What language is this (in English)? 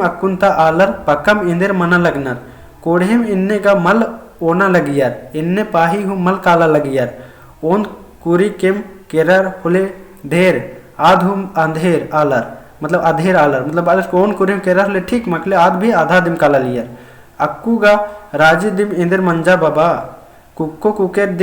Kurukh